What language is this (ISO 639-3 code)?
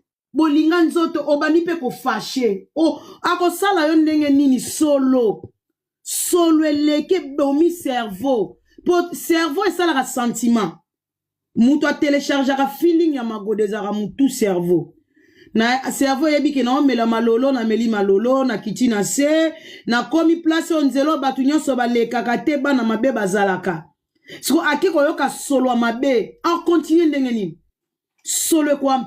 lin